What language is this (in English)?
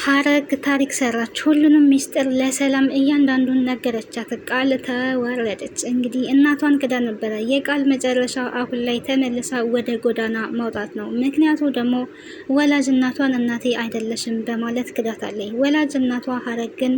Amharic